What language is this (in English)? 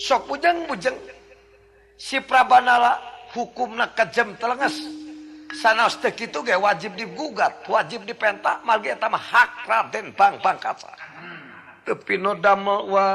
Sundanese